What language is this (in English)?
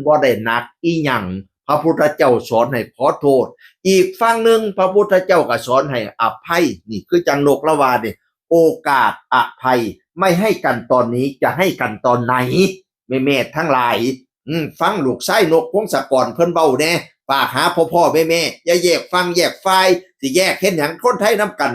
Northeastern Thai